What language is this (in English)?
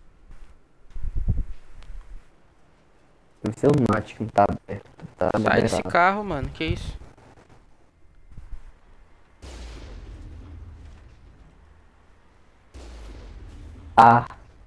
Portuguese